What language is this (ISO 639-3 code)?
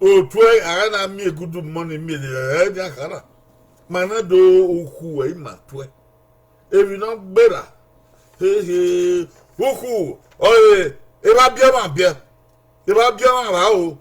bin